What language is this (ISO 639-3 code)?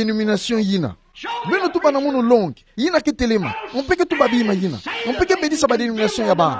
ktu